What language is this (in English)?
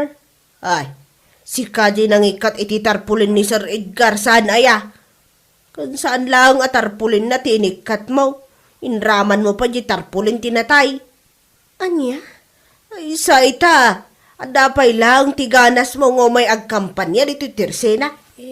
Iloko